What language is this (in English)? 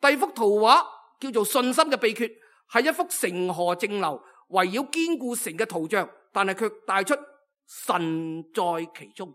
Cantonese